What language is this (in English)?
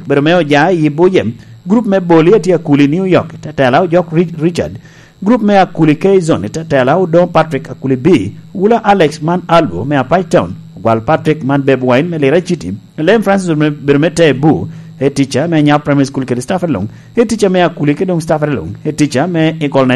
Lango (Uganda)